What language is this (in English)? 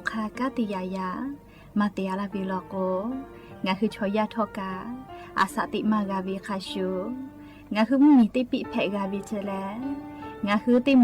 Lahu